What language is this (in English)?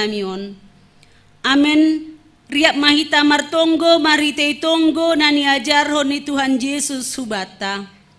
Batak Simalungun